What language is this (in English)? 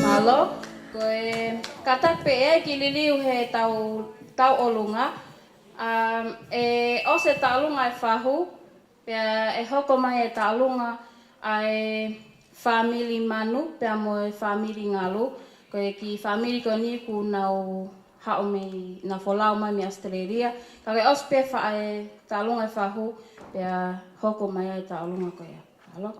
Tongan